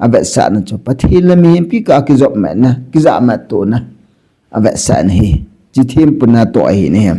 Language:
Thado Chin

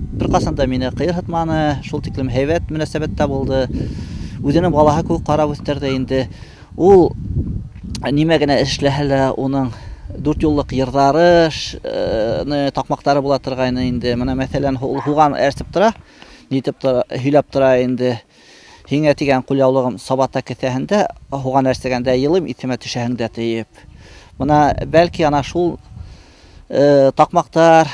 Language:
Bashkir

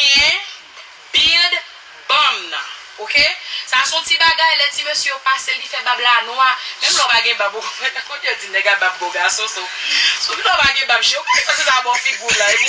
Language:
Haitian Creole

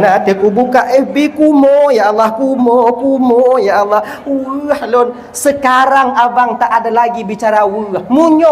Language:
Achinese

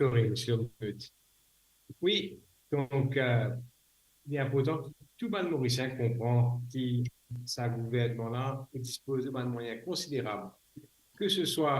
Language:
Morisyen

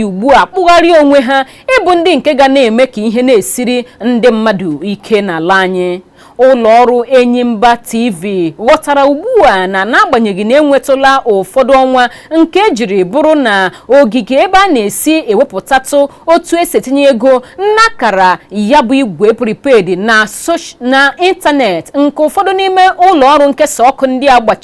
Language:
Igbo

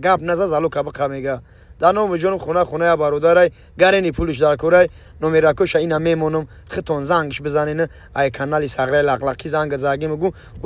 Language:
Tajik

